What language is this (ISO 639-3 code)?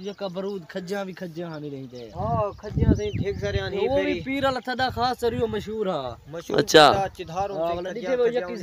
skr